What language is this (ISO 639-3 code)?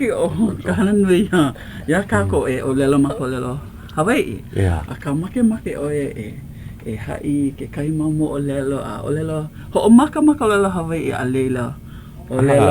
haw